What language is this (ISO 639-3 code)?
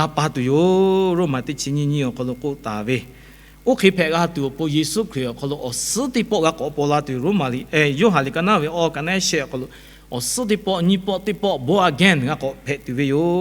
lhu